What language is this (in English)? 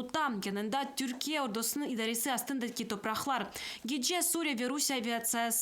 Crimean Tatar